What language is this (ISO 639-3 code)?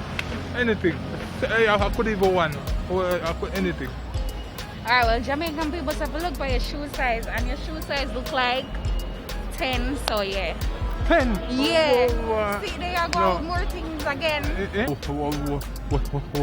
jam